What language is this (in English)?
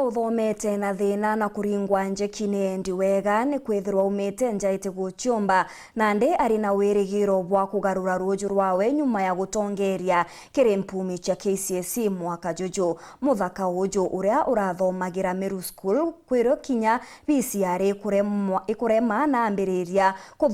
Meru